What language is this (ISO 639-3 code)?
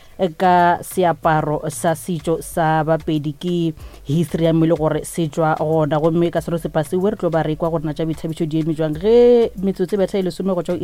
nso